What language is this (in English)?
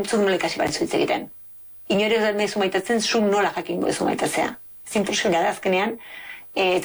Basque